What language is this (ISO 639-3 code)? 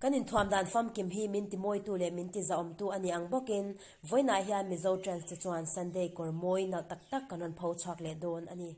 lus